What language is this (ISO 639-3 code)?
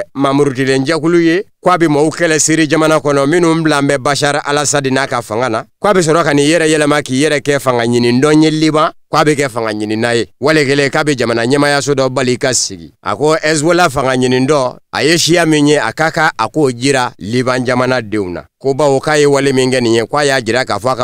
bam